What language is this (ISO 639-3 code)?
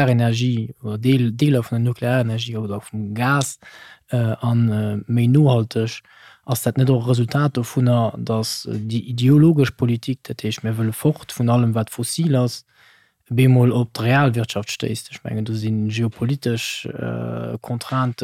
ltz